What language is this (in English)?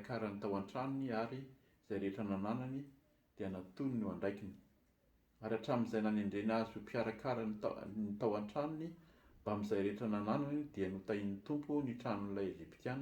Malagasy